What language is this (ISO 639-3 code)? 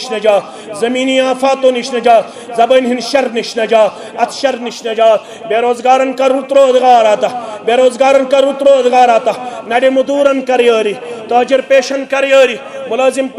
kas